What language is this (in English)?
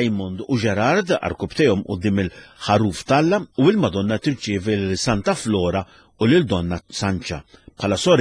Maltese